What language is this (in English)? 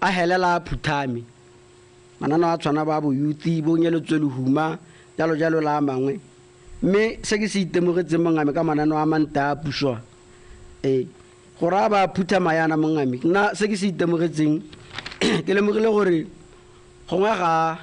Tswana